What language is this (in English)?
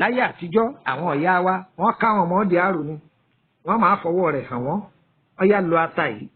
Yoruba